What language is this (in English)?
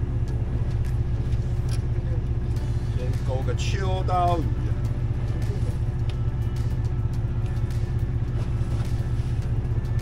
Chinese